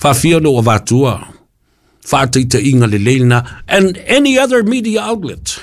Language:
Samoan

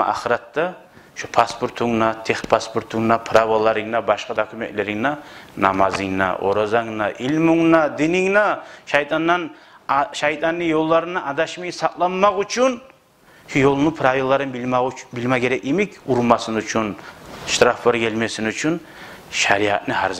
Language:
Kumyk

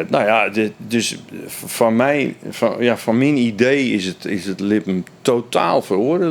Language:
Western Frisian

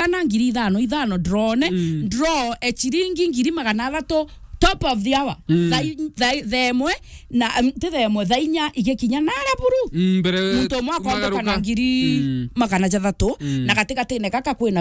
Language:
Meru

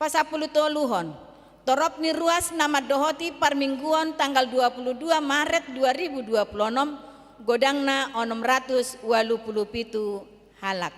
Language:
Batak Toba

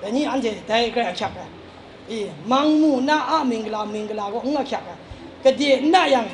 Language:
Kachin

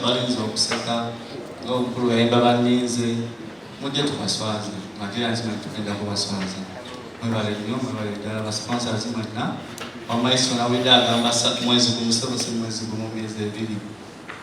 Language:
Ganda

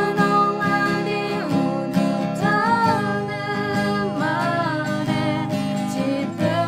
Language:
Akha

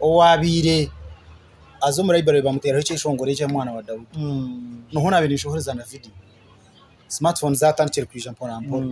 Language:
Nyankole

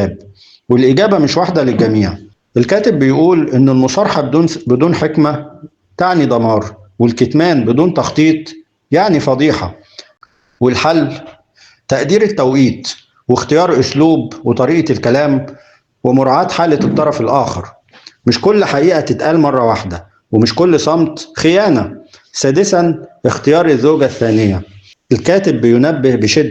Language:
Egyptian Arabic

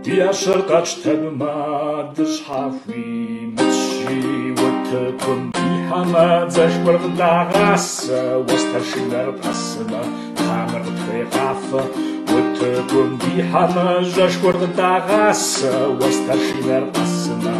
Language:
Kabardian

